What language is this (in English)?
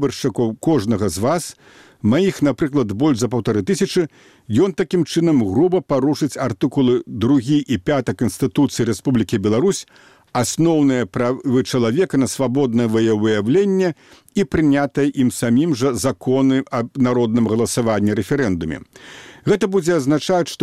Belarusian